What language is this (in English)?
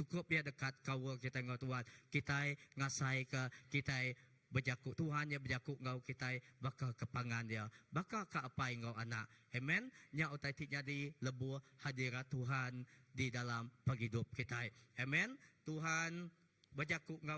Iban